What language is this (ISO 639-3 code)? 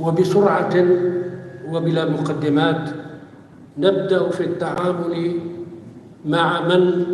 apc